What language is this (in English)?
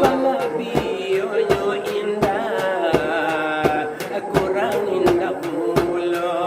Minangkabau